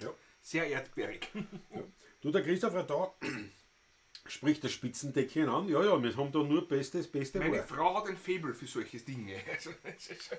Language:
Bavarian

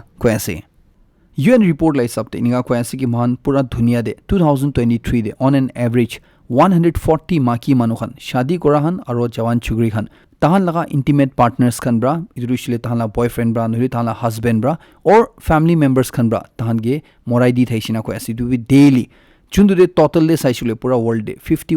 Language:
Naga Pidgin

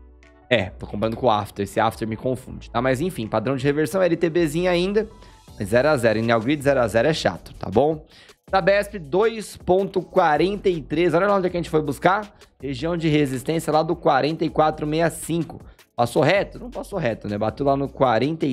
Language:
Portuguese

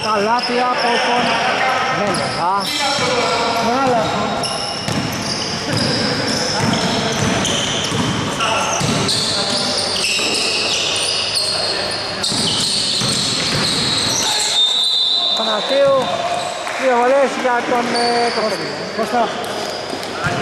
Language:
Greek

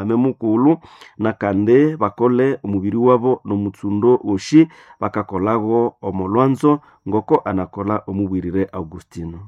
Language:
Nande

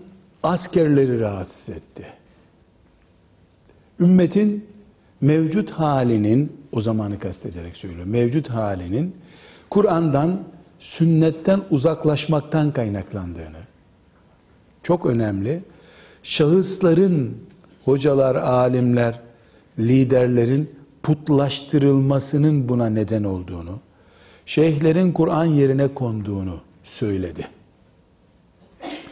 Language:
Turkish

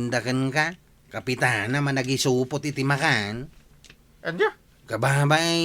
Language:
Iloko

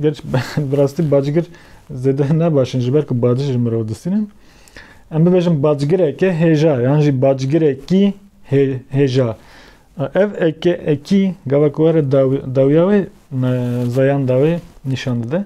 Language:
Kurdish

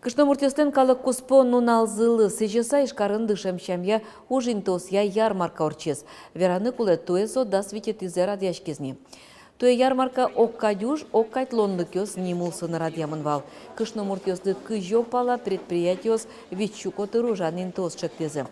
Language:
Udmurt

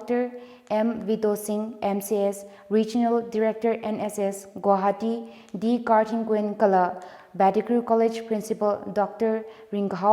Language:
Tangkhul Naga (India)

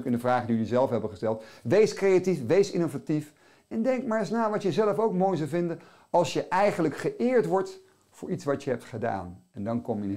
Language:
Dutch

